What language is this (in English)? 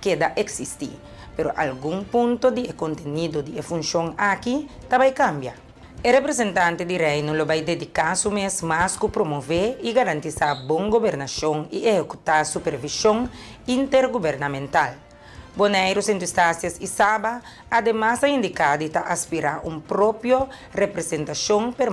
Papiamento